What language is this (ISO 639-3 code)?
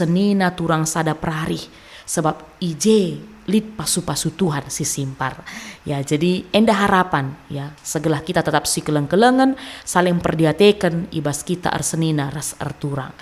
btx